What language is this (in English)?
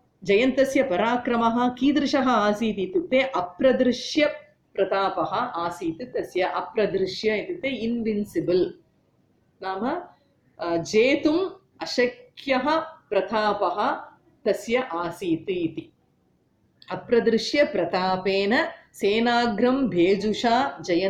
Sanskrit